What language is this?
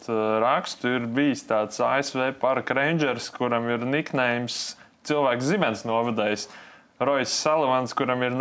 Latvian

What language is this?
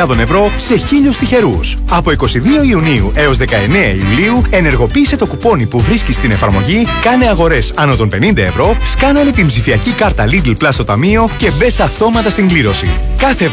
Greek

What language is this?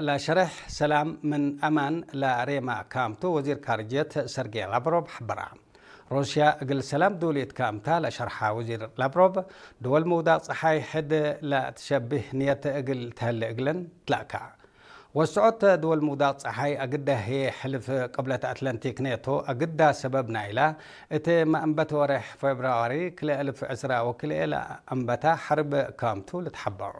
Tigre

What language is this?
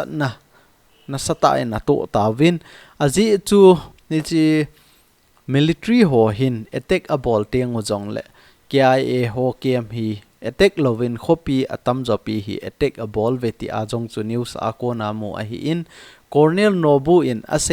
Thado Chin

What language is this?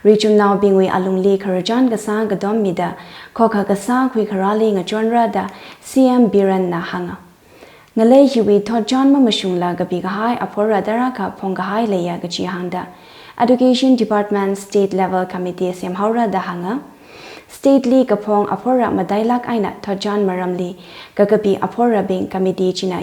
Tangkhul Naga (India)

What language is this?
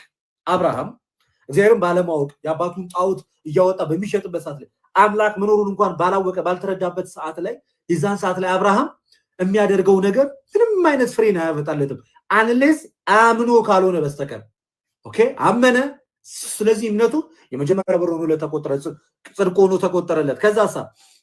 Amharic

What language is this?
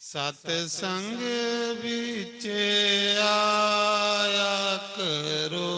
Dogri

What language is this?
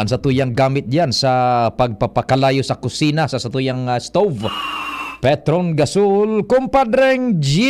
Bikol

